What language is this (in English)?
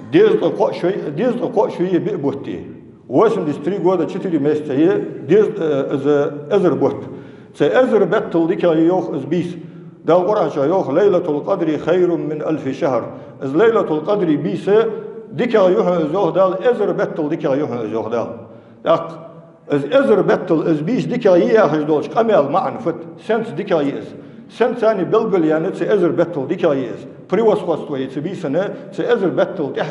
Ingush